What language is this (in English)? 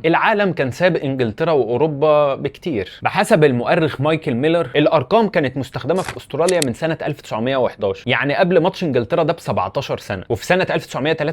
Egyptian Arabic